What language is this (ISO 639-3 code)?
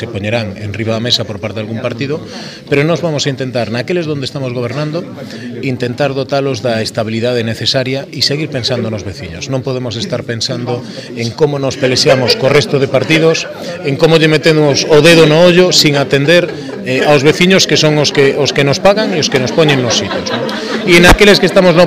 glg